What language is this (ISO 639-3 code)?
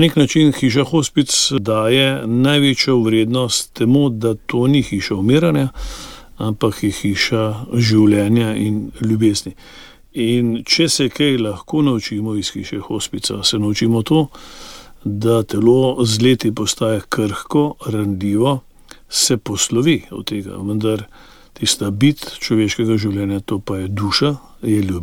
slv